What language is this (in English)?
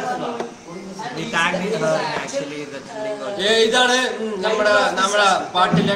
Malayalam